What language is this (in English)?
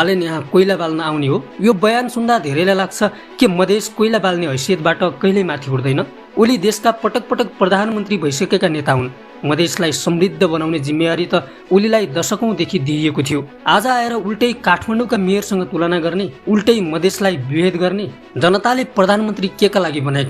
Nepali